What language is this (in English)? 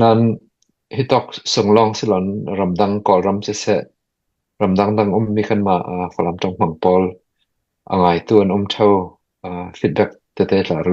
Falam Chin